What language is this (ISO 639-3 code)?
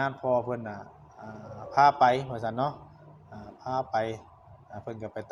tts